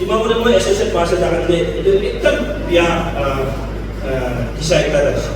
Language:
Naga Pidgin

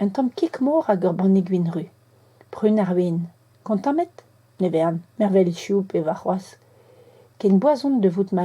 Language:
Breton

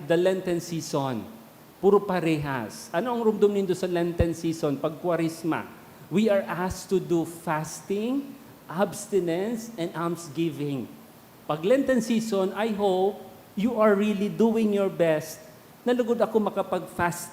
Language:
Bikol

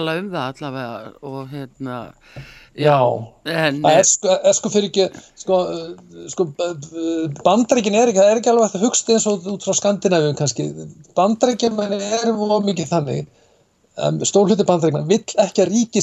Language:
Icelandic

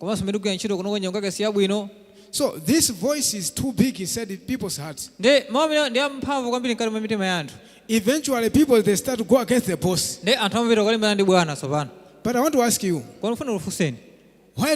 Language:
Nyanja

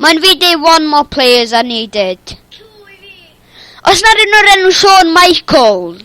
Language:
Welsh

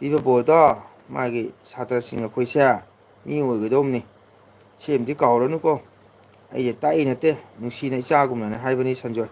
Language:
Manipuri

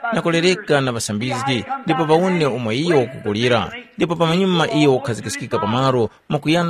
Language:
Tumbuka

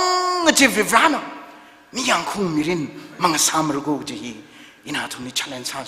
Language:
Tangkhul Naga (India)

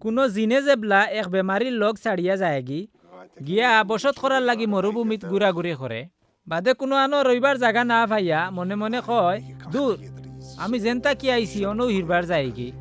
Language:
Sylheti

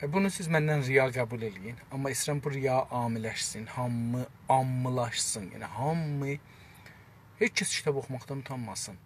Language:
South Azerbaijani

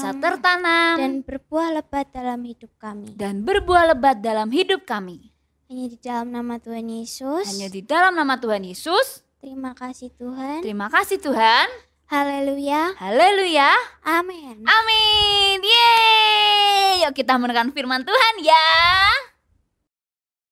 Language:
Indonesian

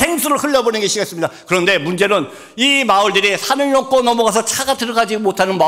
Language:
Korean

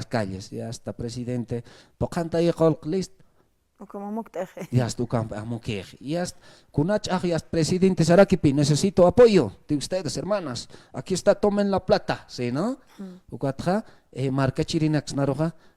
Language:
Aymara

